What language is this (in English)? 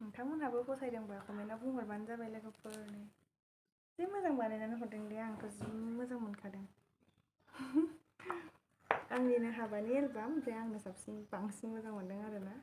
Bodo